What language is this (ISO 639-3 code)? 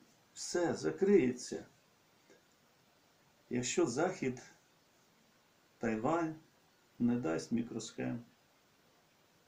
ukr